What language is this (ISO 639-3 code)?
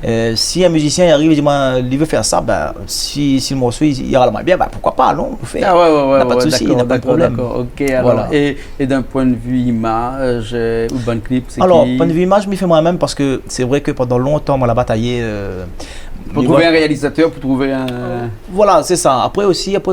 rcf